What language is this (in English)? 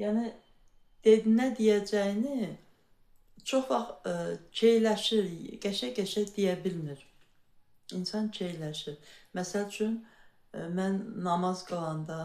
Azerbaijani